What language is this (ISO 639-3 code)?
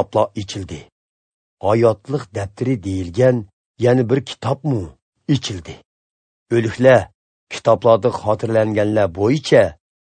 uig